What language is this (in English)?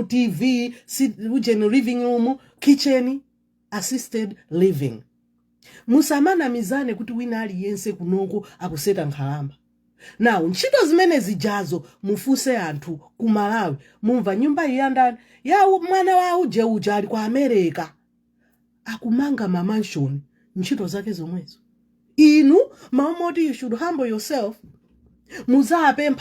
Nyanja